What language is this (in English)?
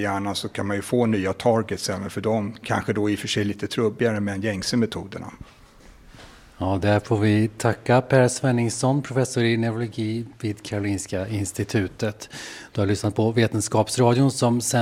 Swedish